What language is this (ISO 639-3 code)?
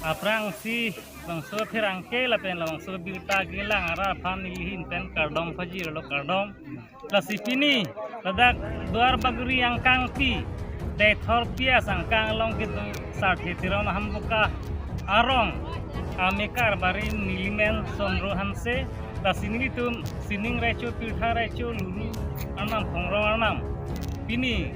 mjw